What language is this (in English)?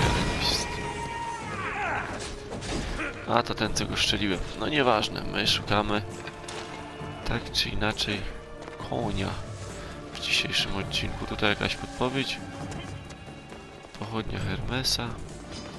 Polish